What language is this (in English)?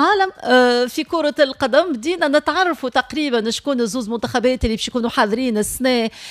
Tunisian Arabic